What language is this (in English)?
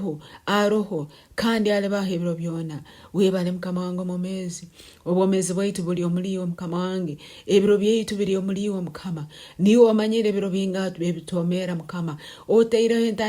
Nyoro